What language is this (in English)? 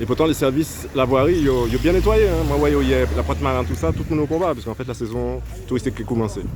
Guadeloupean Creole French